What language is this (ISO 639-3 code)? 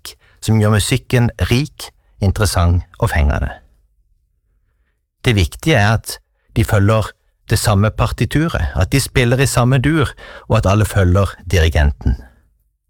nor